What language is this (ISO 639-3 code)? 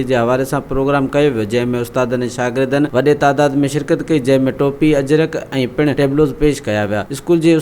snd